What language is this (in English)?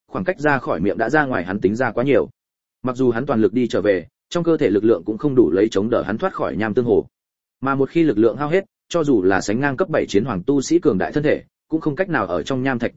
Vietnamese